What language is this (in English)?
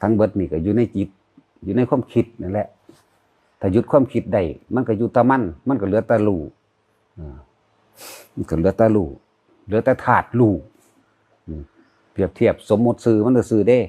Northeastern Thai